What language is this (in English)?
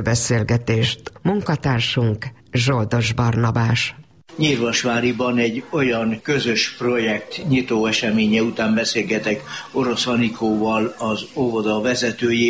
Hungarian